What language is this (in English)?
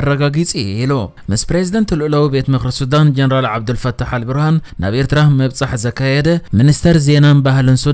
Tigrinya